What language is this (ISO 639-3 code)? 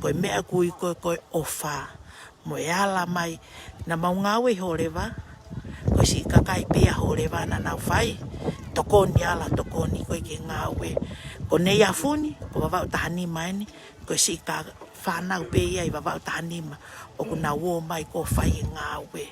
ton